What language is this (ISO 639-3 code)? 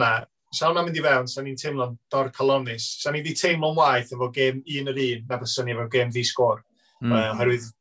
cym